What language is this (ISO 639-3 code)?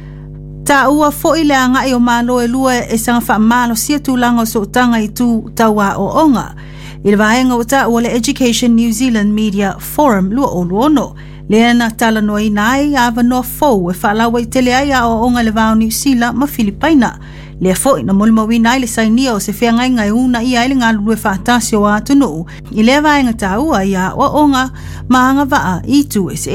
smo